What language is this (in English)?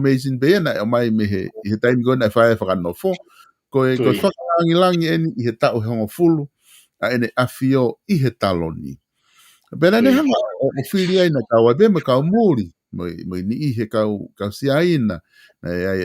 Tongan